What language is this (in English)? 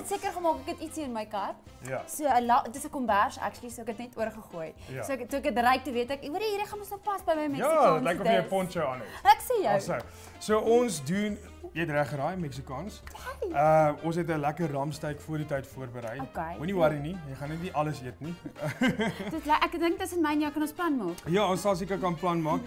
Afrikaans